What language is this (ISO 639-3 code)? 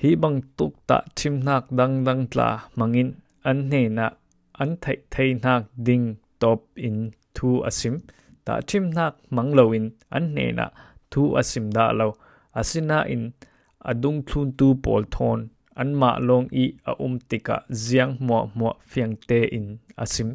cfm